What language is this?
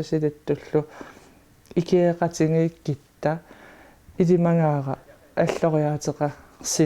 Kalaallisut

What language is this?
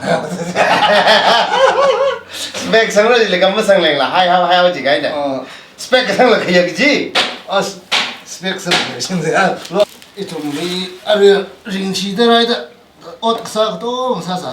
Tangkhul Naga (India)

